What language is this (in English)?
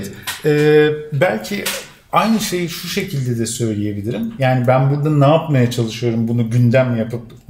Turkish